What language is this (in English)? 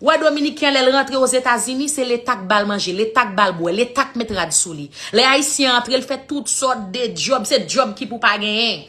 Haitian Creole